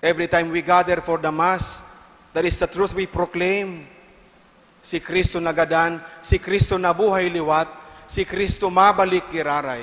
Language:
Bikol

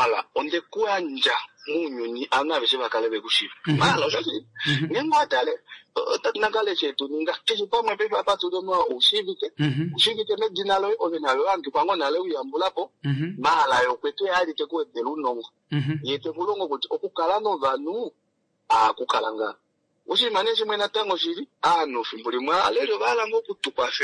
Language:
Kuanyama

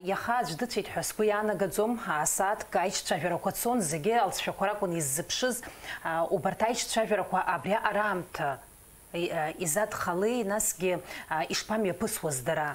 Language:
Abkhazian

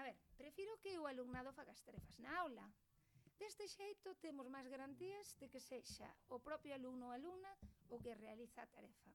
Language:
Galician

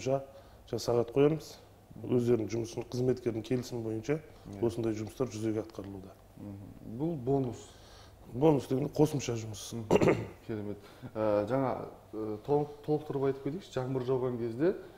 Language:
Kazakh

